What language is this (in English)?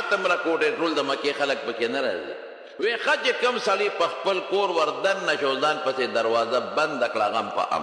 Pashto